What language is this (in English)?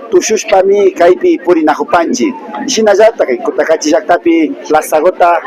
Imbabura Highland Quichua